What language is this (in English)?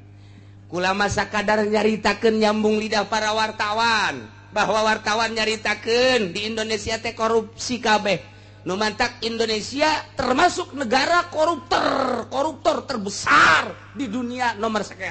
Sundanese